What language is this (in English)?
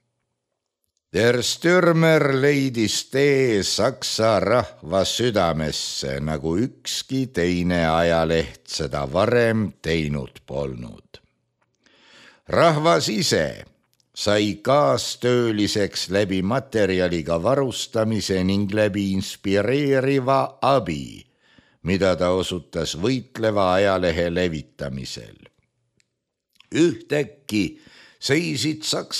Estonian